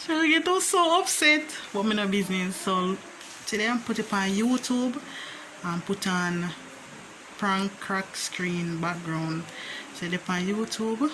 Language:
Jamaican Creole English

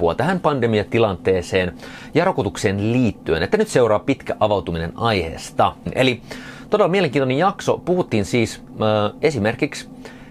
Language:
Finnish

